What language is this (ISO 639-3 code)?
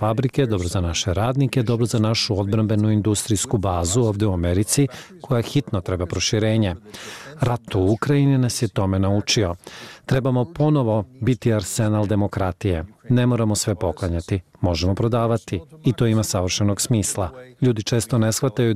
bos